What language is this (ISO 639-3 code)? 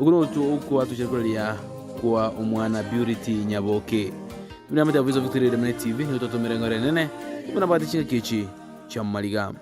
guz